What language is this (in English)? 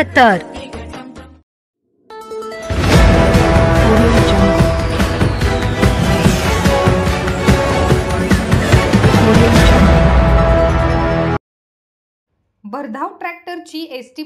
Marathi